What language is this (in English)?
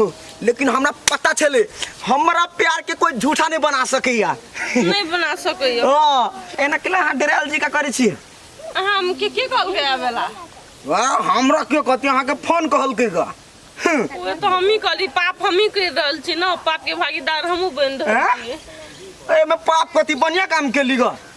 Maithili